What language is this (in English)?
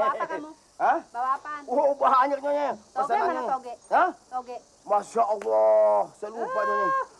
Betawi